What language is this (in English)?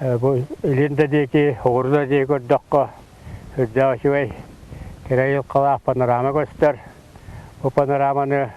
Yakut